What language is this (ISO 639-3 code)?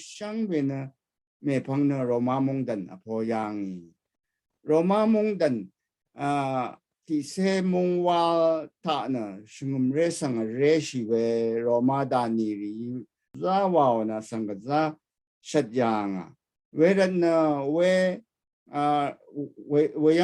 raw